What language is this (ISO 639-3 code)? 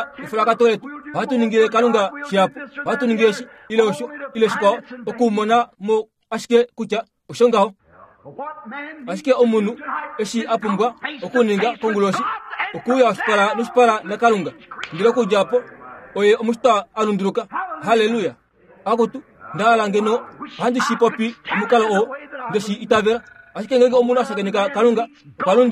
kua